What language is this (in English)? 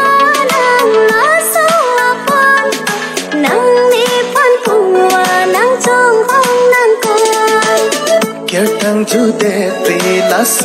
Karbi